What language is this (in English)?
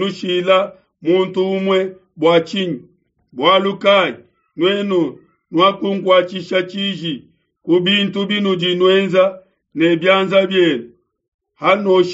Luba-Lulua